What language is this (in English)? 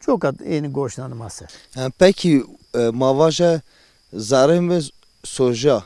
Zaza